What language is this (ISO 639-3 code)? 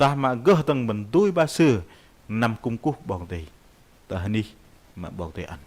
bdq